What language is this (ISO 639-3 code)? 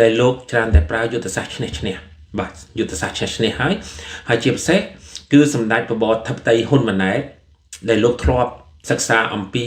khm